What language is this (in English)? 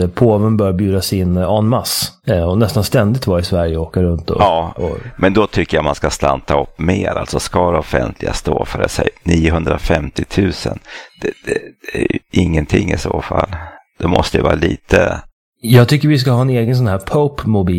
Swedish